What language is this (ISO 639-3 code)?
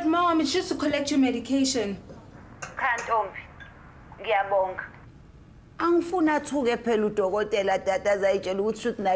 zul